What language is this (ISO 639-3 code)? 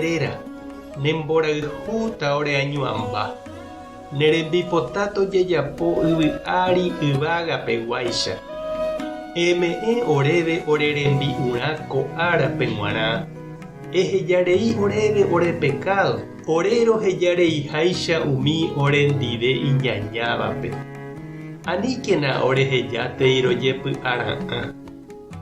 grn